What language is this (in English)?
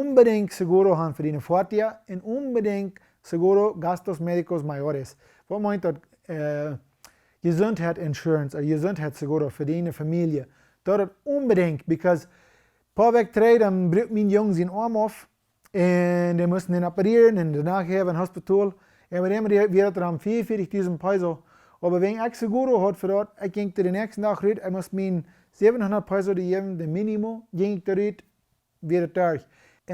Plautdietsch